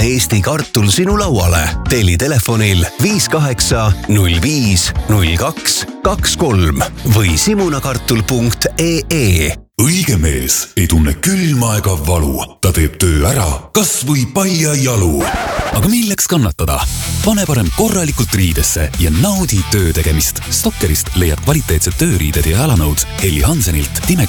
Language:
Estonian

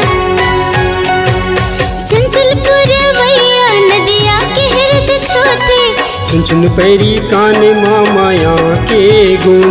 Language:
Chhattisgarhi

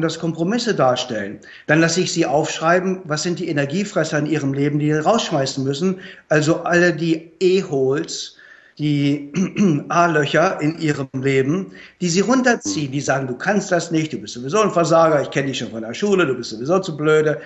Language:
German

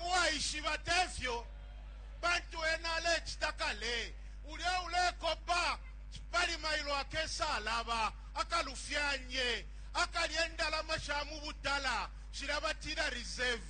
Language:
Bemba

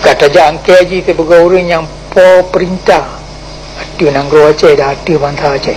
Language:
Achinese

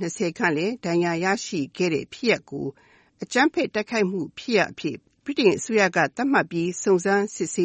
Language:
Burmese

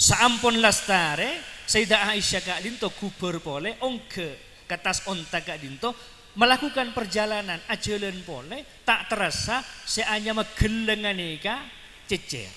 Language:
Madurese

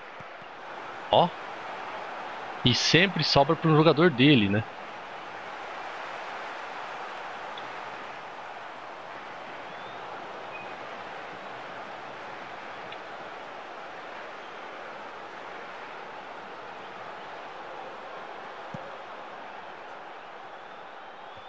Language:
Portuguese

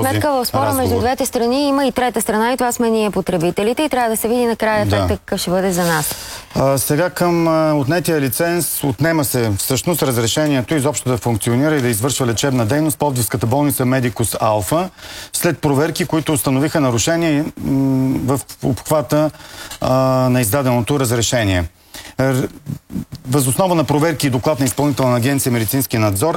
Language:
Bulgarian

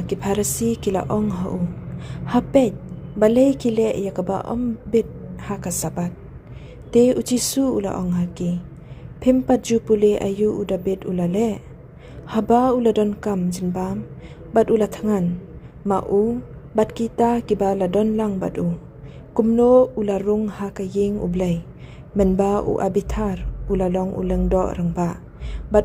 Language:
Khasi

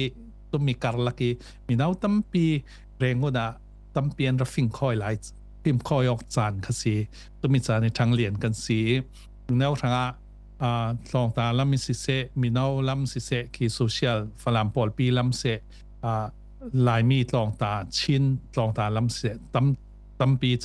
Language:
Falam Chin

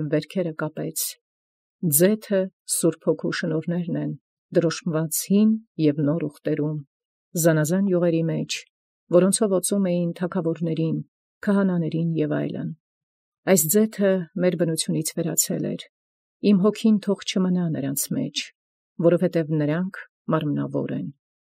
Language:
Armenian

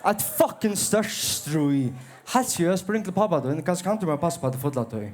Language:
Faroese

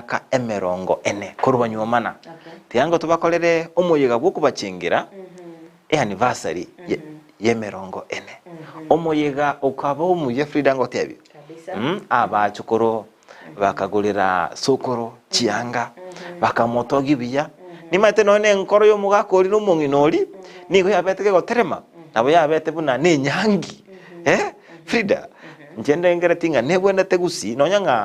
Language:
Gusii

